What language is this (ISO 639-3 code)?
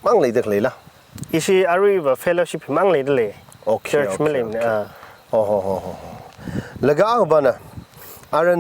nmf